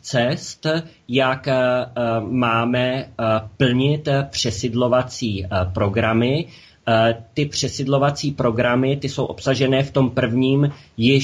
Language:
Czech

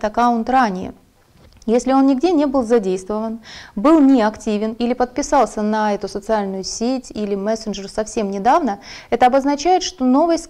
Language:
Russian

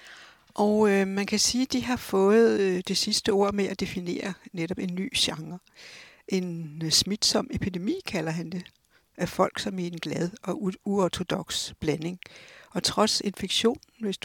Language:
Danish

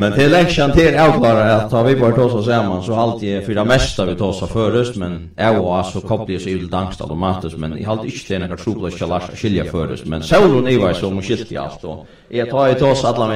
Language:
Faroese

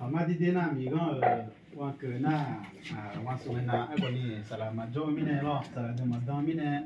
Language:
Akha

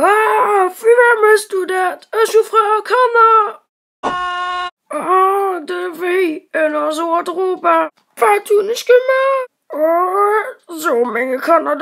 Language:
Luxembourgish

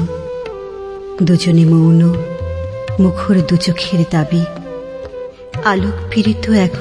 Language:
Bangla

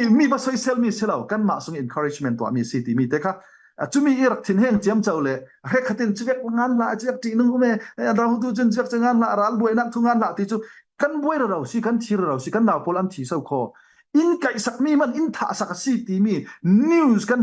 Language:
Falam Chin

